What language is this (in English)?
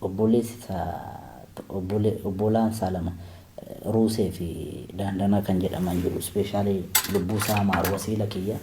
Oromo